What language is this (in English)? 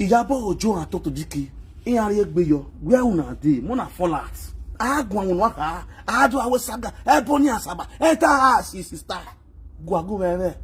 Nigerian Pidgin